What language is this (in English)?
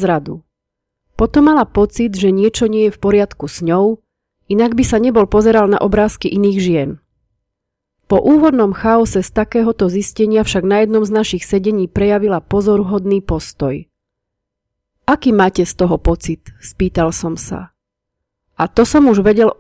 Slovak